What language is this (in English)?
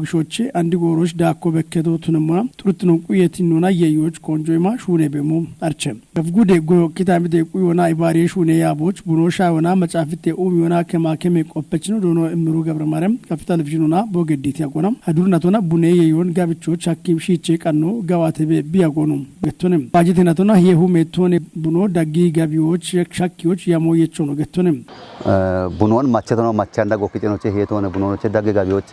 Kafa